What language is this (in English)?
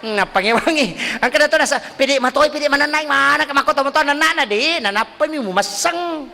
Buginese